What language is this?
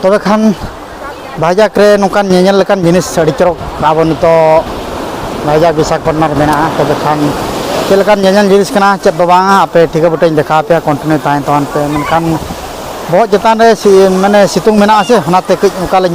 Santali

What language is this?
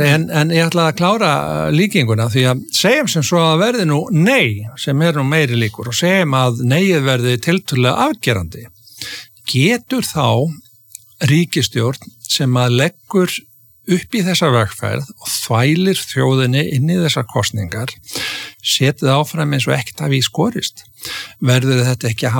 Icelandic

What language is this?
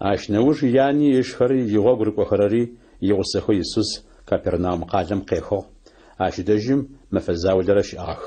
Adyghe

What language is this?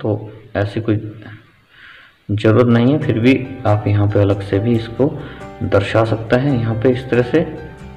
Hindi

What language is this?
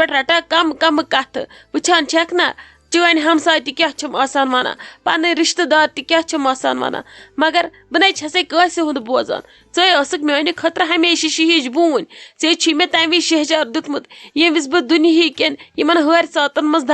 Kashmiri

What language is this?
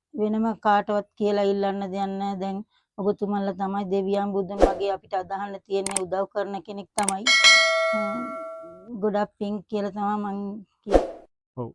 Sinhala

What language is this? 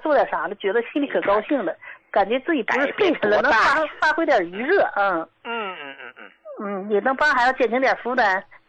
Chinese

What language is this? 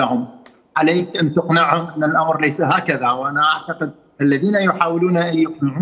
Mesopotamian Arabic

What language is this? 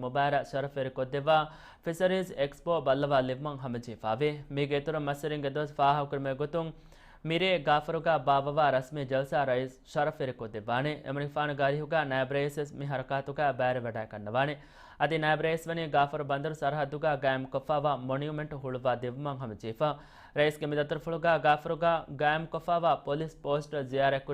Divehi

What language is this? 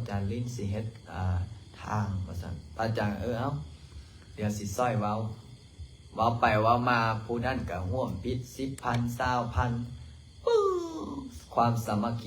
Lao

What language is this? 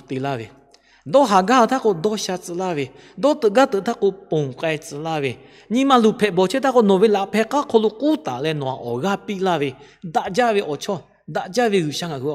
Lahu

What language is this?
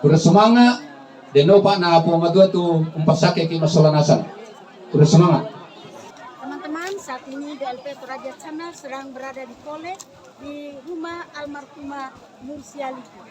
Toraja-Sa'dan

